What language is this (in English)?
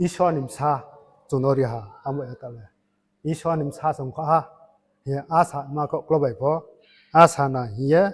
Riang (India)